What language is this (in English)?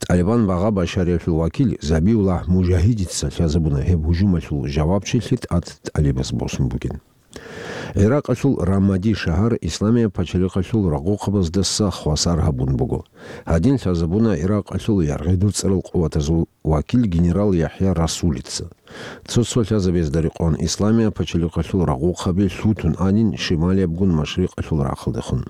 Avaric